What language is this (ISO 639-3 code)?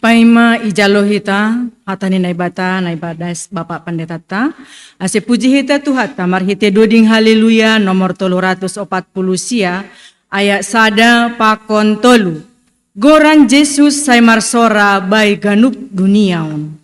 bts